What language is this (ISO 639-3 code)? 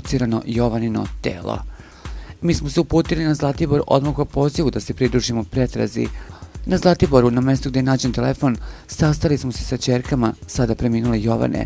srp